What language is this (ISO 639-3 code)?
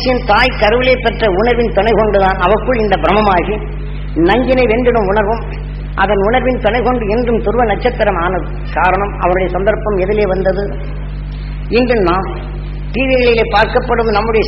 tam